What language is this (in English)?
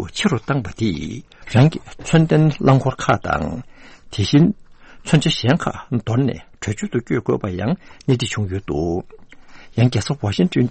Tibetan